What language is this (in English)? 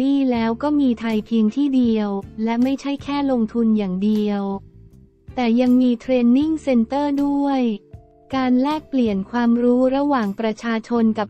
Thai